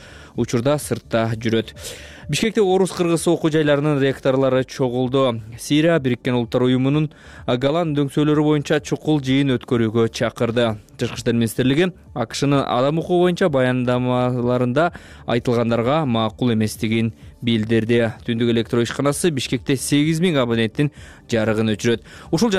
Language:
Kyrgyz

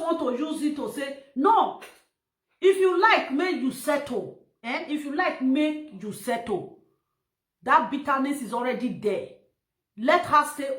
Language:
Nigerian Pidgin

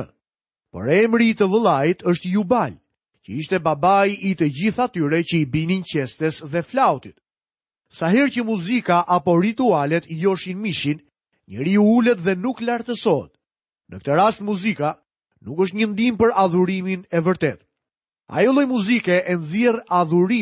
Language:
Albanian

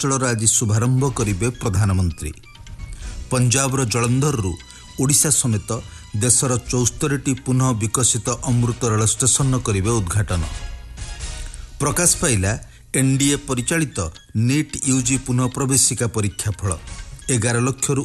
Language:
Odia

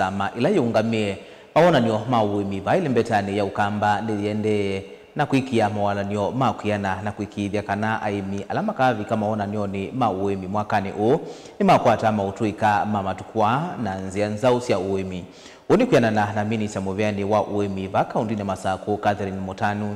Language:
Kamba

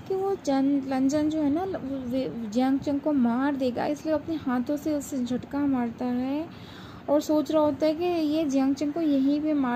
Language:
Hindi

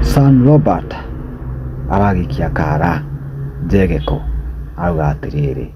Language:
Kikuyu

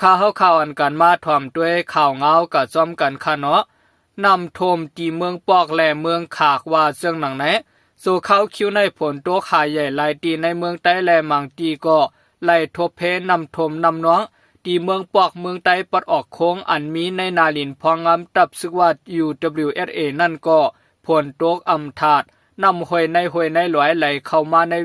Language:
Shan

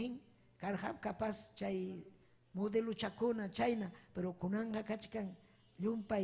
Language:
Ayacucho Quechua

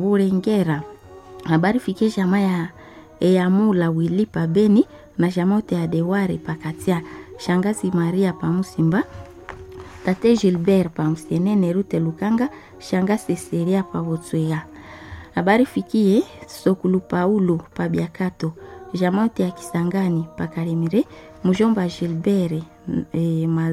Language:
Swahili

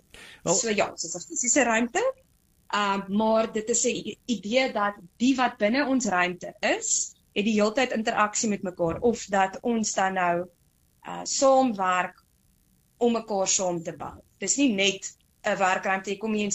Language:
Afrikaans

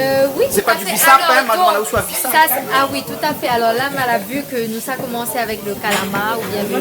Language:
Réunion Creole French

